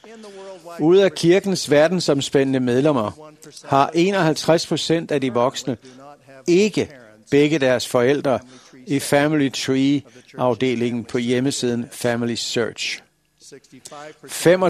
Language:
Danish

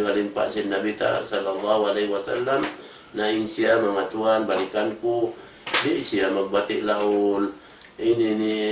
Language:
Tausug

